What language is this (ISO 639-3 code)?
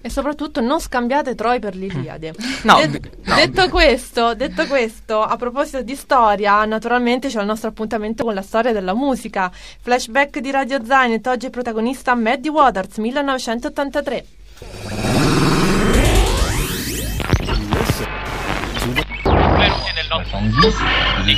ita